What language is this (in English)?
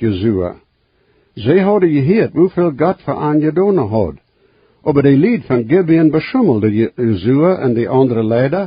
Plautdietsch